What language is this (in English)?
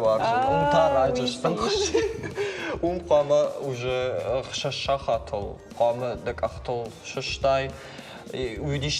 Ossetic